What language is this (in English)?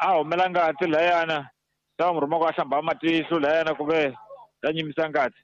Tsonga